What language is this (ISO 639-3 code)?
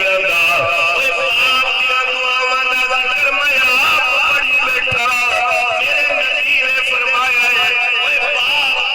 skr